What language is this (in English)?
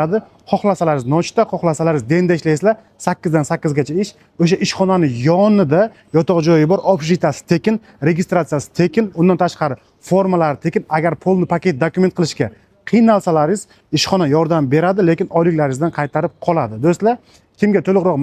Uzbek